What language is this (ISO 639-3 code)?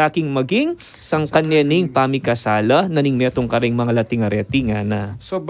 pam